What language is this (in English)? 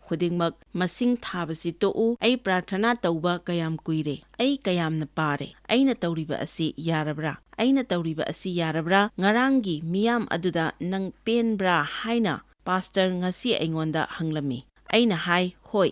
Manipuri